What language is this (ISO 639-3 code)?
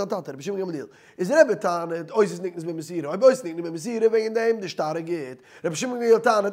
yid